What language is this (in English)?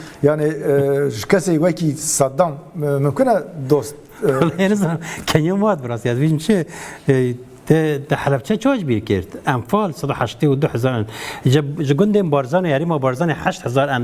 Kurdish